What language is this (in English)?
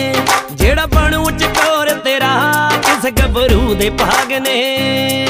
Punjabi